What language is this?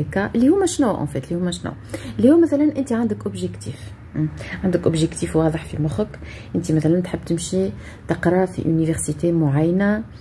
Tunisian Arabic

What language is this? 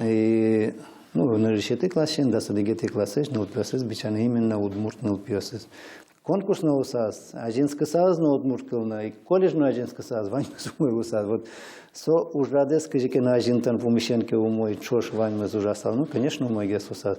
Udmurt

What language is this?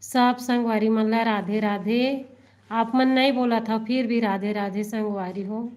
Chhattisgarhi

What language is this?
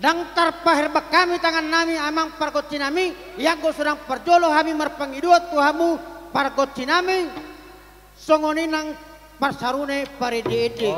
Batak Toba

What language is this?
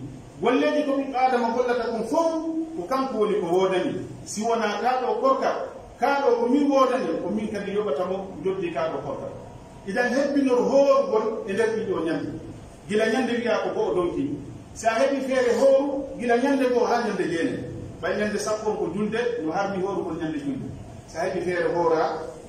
Pular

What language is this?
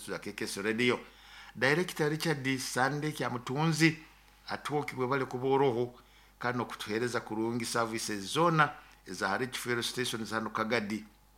Nyoro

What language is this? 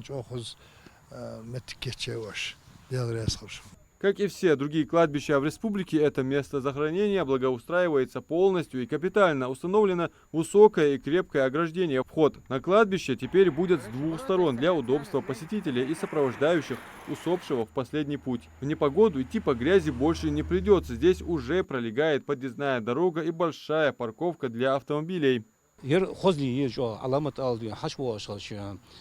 Ingush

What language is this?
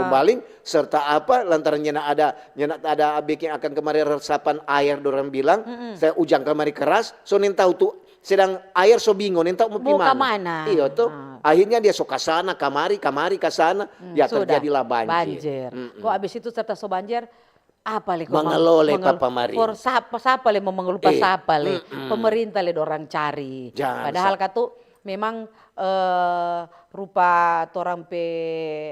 Manado Malay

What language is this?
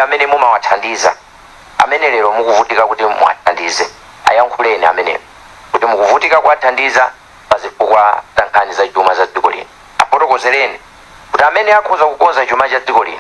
Nyanja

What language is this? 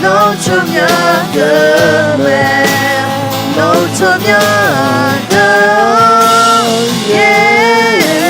Akha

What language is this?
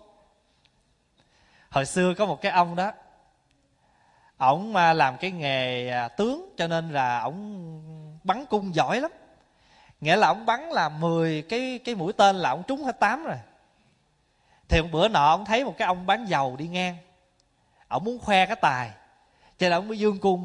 Vietnamese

